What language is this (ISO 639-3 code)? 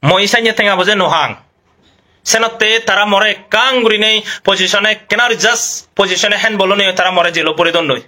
ccp